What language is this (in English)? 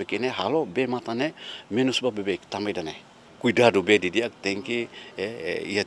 Tetum